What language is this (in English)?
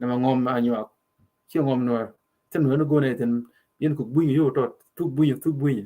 Nuer